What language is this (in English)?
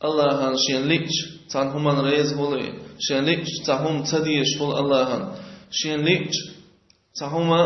Chechen